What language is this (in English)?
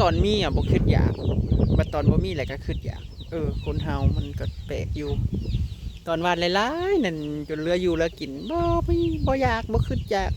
Northeastern Thai